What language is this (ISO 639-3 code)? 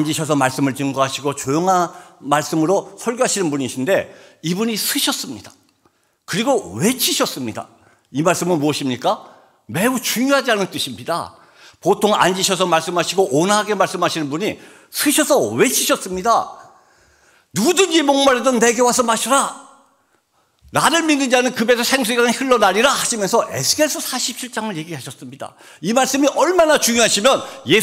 kor